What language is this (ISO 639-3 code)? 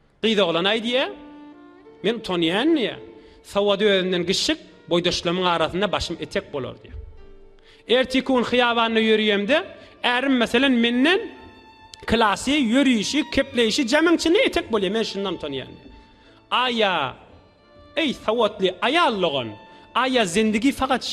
tuk